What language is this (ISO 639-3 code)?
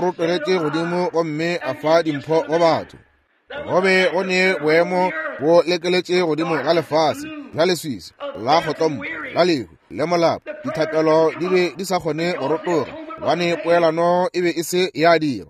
nso